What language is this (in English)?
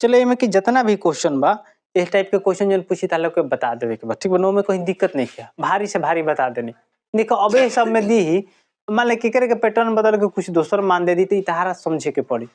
Bhojpuri